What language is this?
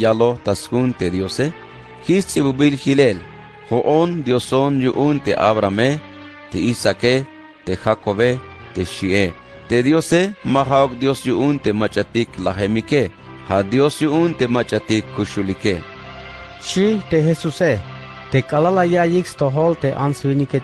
Tzeltal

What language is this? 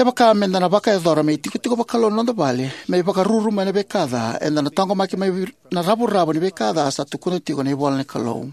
Fijian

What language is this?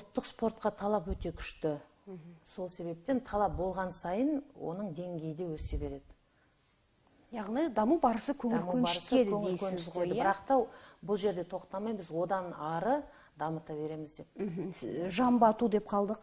Kazakh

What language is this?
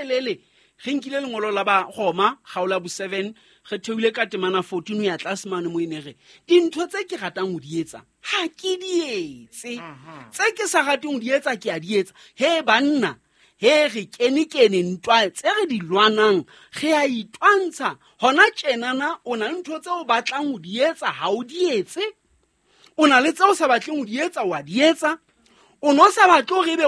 Southern Sotho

